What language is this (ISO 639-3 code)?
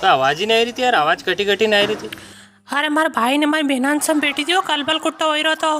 raj